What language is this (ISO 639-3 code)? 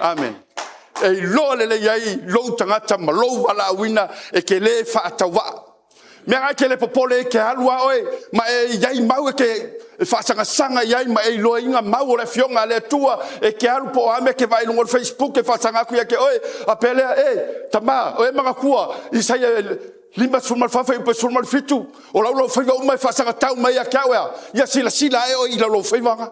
smo